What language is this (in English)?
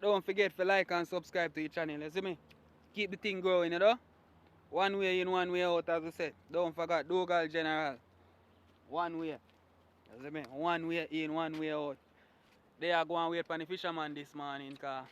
Jamaican Creole English